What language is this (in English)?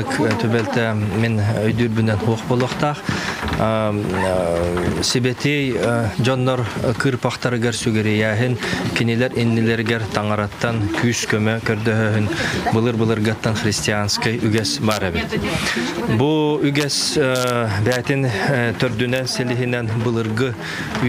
Yakut